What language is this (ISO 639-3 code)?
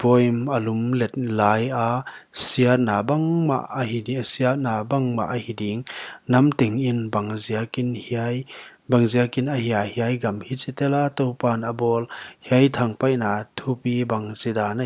pck